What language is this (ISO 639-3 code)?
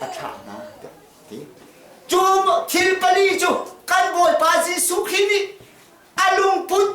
cnh